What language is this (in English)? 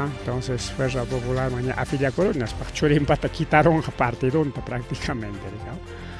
Ayacucho Quechua